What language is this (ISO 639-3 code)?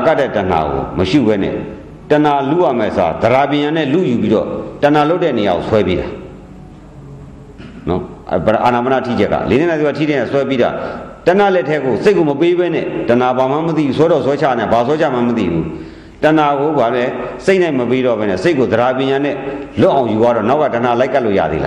mya